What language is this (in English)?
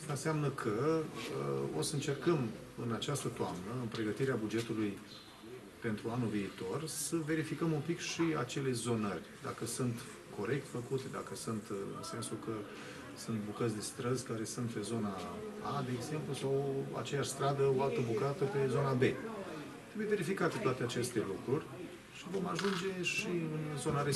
Romanian